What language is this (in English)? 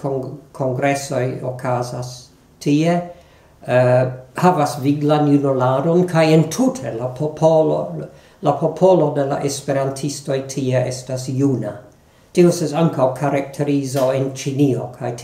Esperanto